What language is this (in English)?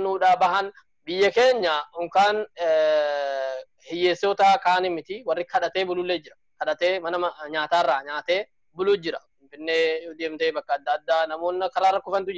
Oromo